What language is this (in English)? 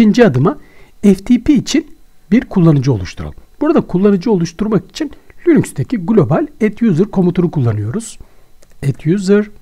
Turkish